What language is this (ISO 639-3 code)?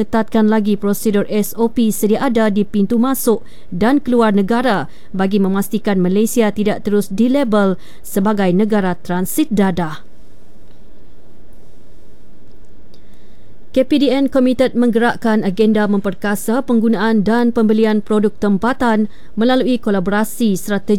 msa